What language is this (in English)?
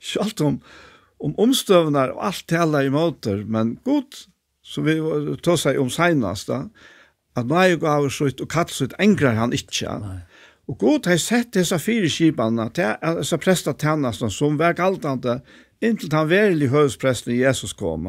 Faroese